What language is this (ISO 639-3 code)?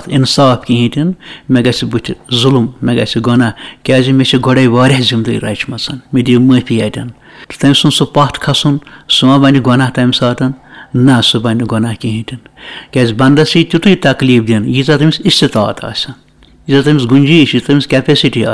kas